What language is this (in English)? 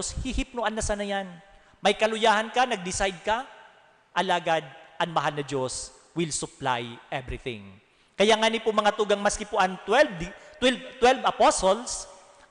Bikol